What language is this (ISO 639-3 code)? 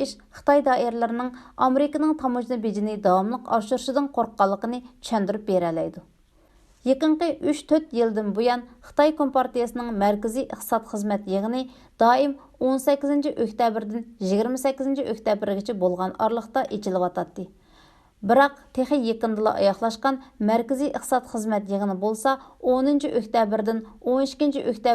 uig